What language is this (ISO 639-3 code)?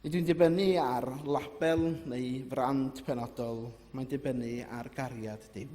cym